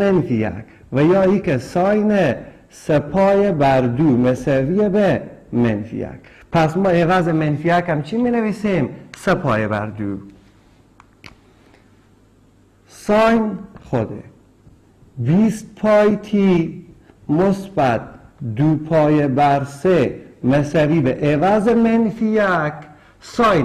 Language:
Persian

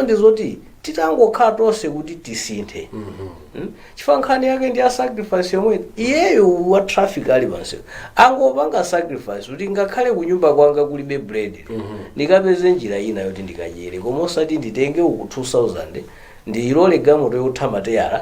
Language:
Nyanja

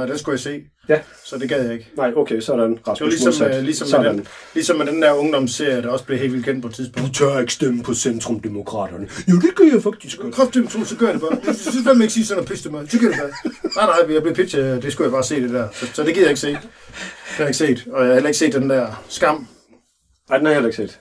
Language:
Danish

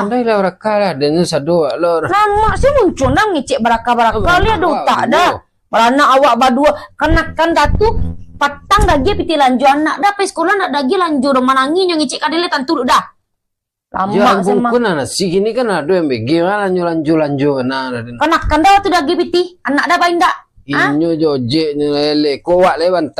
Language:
Minangkabau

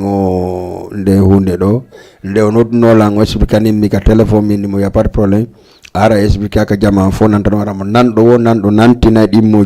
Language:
Fula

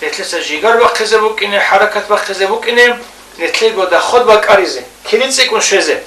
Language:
Avaric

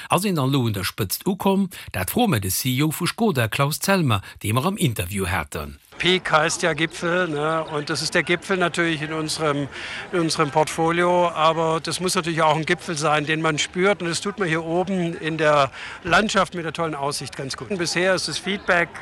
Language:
Luxembourgish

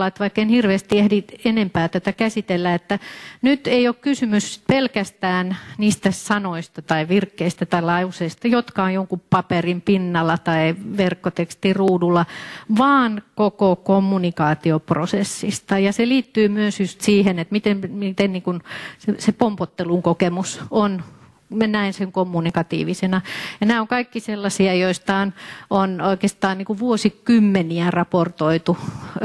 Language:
Finnish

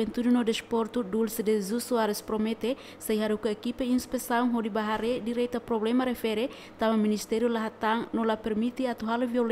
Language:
Tetum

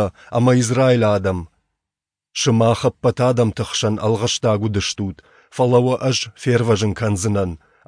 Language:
Ossetic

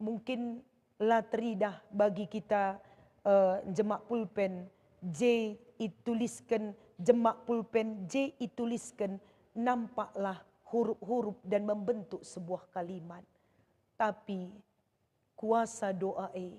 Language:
Batak Karo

